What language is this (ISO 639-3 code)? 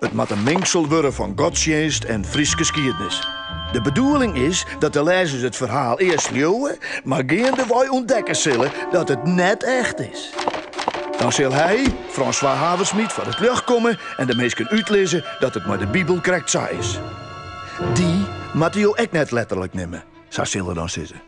fry